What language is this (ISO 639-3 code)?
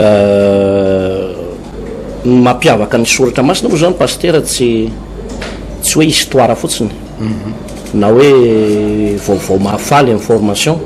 mlg